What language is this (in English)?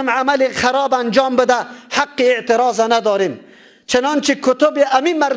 Persian